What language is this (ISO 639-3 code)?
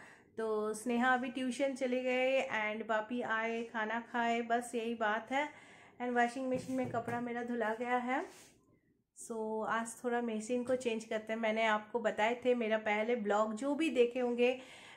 hin